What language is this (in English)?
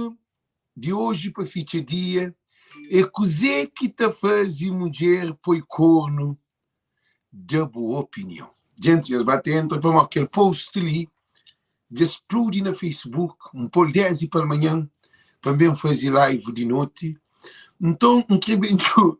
Kabuverdianu